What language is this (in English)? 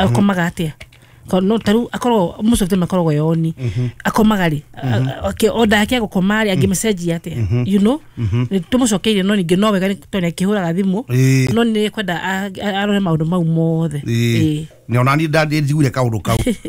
Kikuyu